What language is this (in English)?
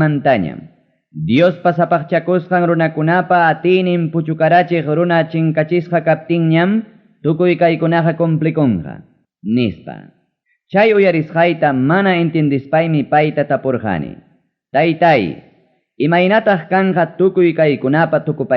Ayacucho Quechua